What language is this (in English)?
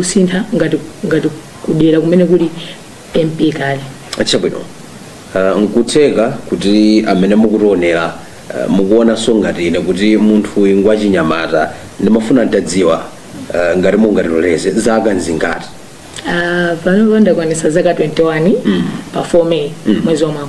Nyanja